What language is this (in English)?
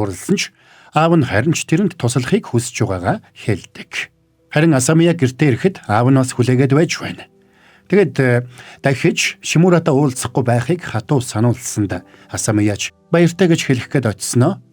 Mongolian